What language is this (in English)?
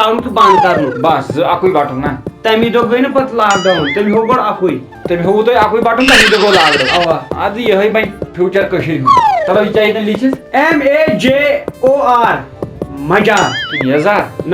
Kashmiri